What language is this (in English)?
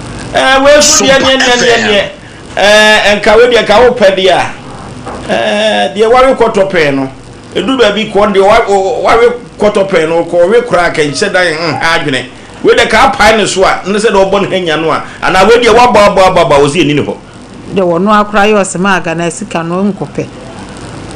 Akan